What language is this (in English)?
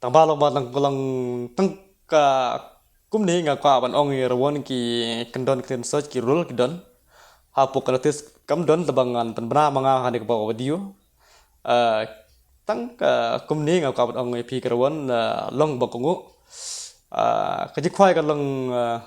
Khasi